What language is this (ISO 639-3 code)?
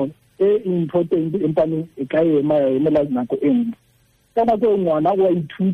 tsn